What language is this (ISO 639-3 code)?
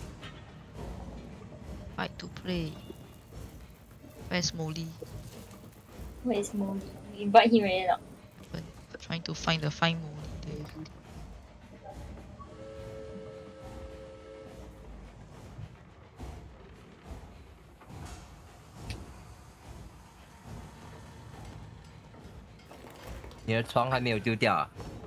eng